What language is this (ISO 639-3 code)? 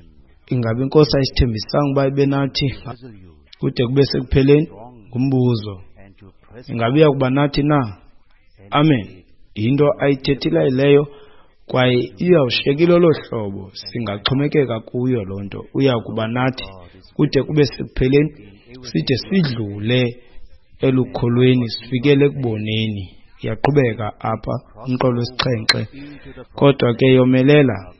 xho